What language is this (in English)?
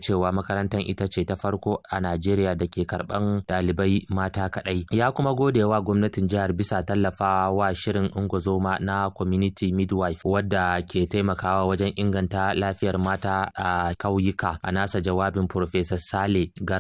Hausa